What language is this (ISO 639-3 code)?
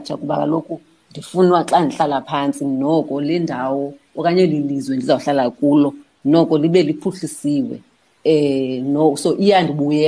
xho